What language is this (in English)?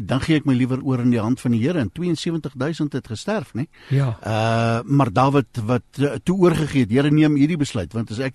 Afrikaans